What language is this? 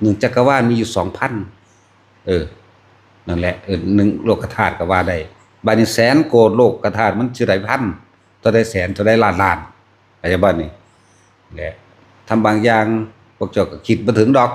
Northeastern Thai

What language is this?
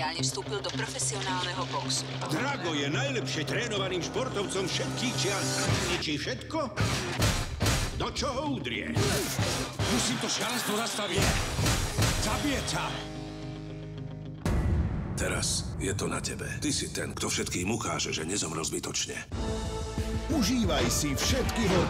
Slovak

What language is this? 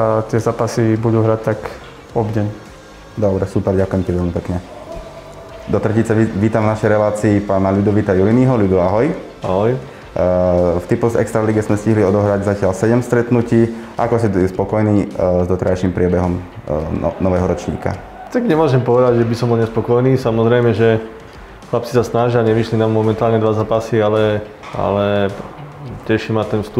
Slovak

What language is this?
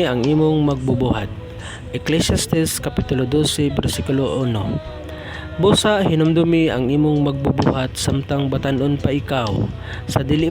Cebuano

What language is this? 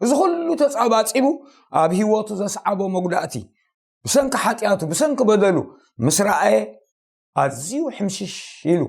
Tigrinya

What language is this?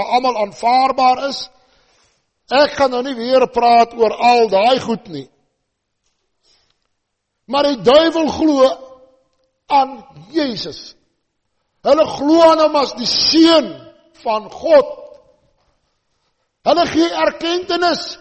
Afrikaans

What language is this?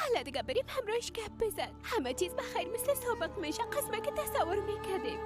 Persian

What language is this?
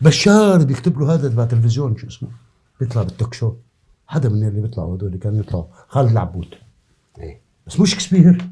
North Levantine Arabic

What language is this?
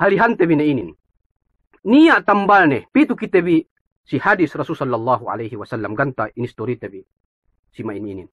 Yakan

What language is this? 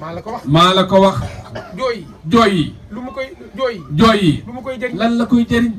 Wolof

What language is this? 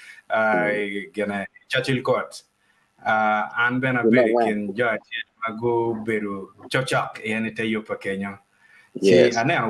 Acoli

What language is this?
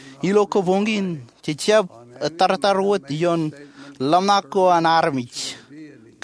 Marshallese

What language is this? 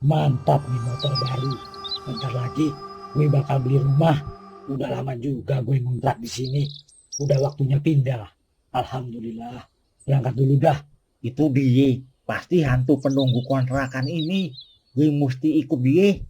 Betawi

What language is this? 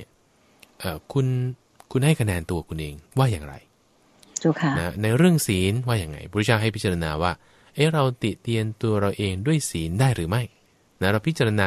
Thai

